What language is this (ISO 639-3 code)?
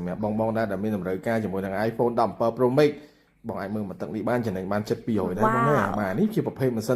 khm